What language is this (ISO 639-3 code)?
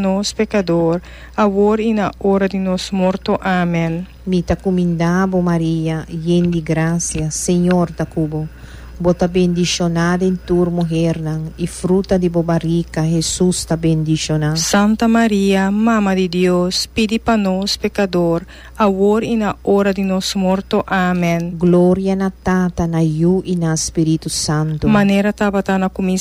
pap